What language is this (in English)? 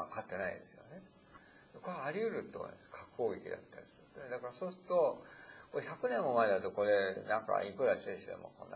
Japanese